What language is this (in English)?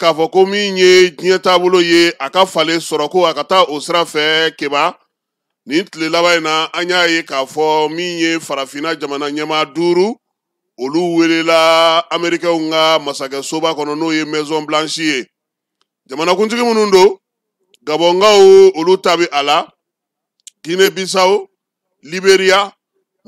Bambara